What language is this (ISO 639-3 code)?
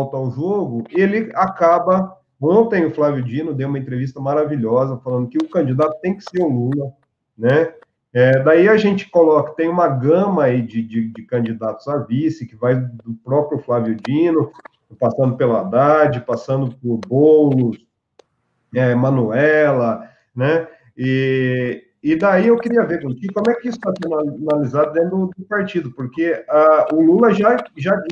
por